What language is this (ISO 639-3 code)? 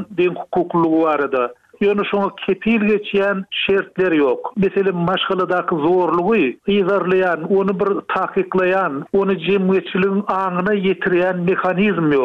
tuk